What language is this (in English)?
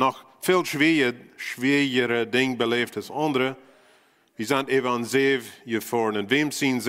Plautdietsch